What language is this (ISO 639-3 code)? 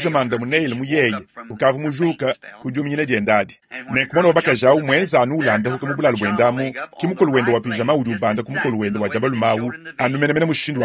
lua